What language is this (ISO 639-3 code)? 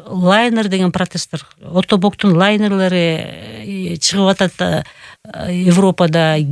kir